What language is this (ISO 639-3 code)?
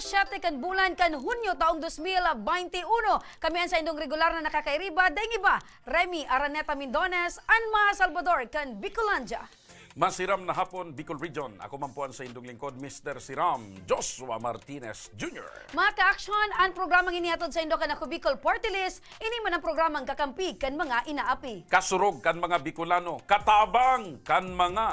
bik